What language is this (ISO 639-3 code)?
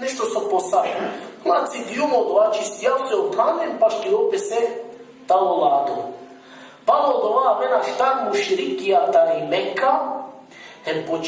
rmn